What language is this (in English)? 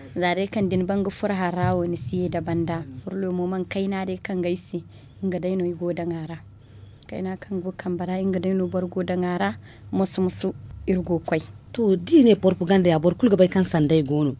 Zarma